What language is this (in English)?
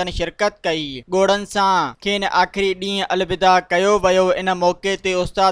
Sindhi